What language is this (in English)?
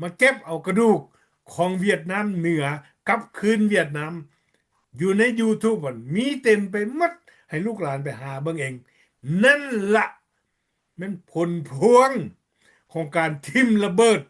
Lao